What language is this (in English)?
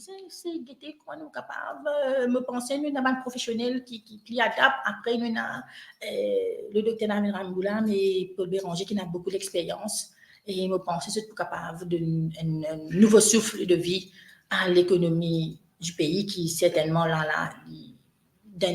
Morisyen